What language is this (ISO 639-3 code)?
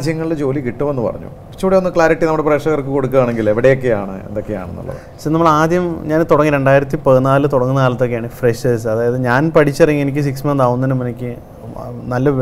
mal